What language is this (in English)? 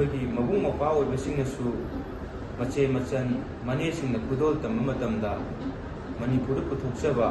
Manipuri